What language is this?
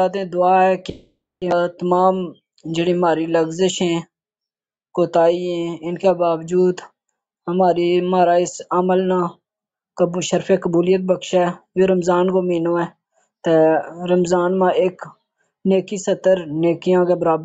Gujari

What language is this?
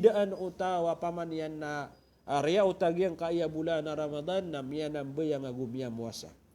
Maranao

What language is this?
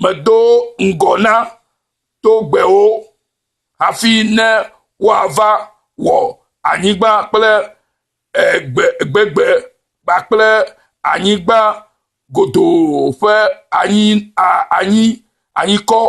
Ewe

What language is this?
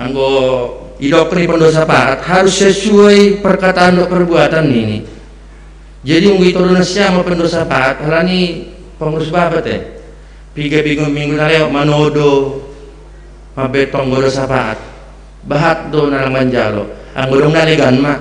Batak Simalungun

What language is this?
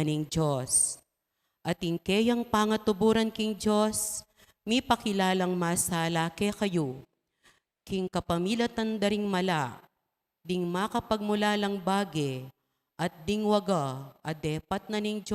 Pampanga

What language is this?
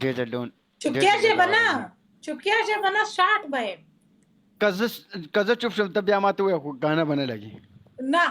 Pashto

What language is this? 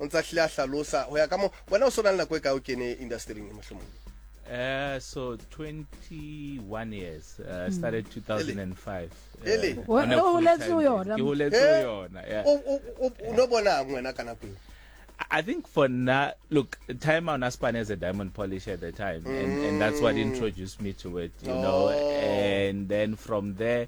Southern Sotho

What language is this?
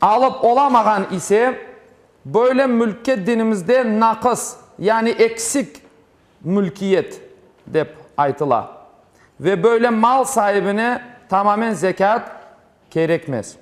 Crimean Tatar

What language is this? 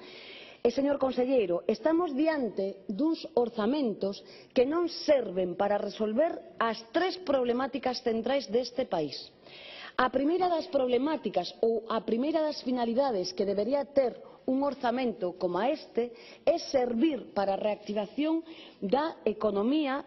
Galician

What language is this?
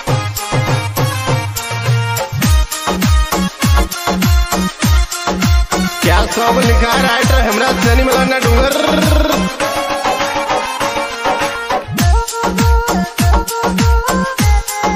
Rajasthani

